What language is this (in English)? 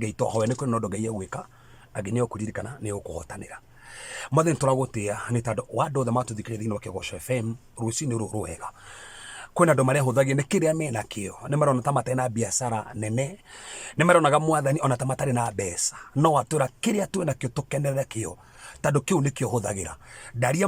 Kikuyu